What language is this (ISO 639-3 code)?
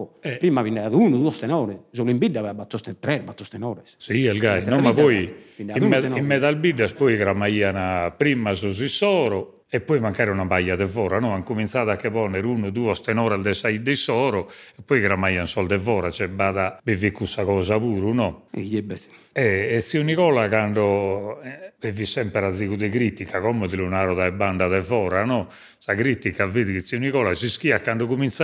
srd